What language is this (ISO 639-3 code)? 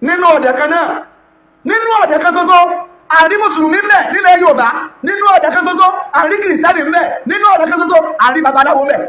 yor